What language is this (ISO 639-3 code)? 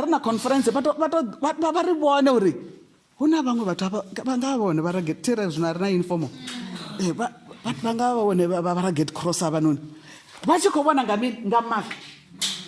ven